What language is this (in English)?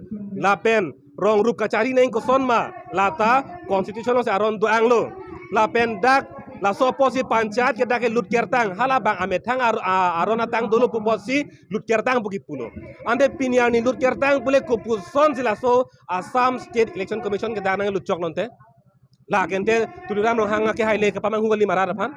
Karbi